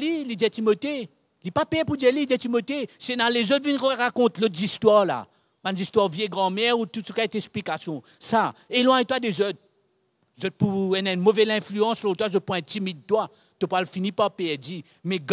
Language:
Morisyen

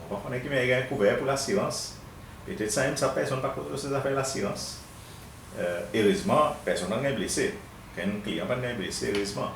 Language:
Seselwa Creole French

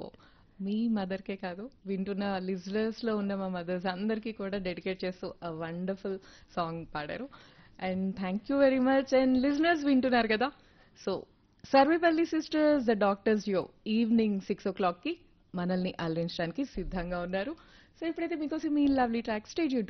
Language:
Telugu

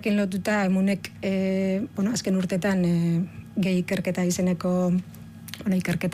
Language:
Basque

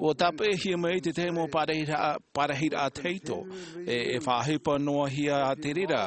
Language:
Tahitian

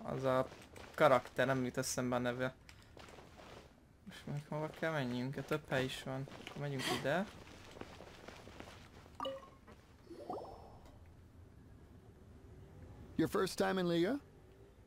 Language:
Hungarian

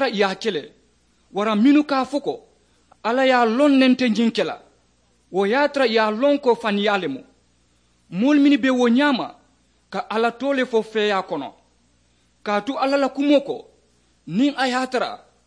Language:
Mandingo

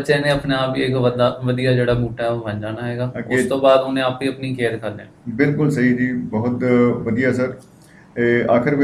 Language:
Punjabi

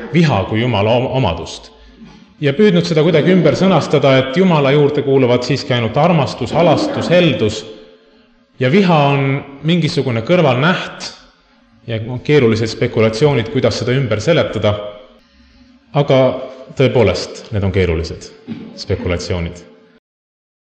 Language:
Estonian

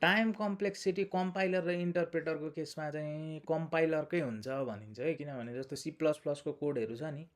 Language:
Nepali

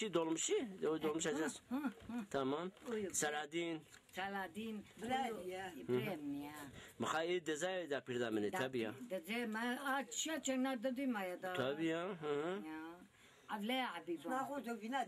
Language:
Zaza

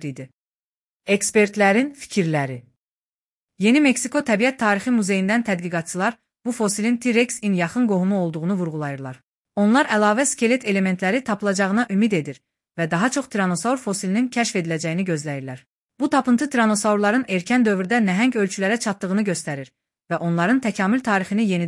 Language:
Azerbaijani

